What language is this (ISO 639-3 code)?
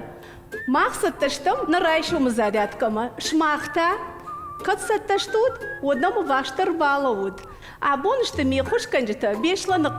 oss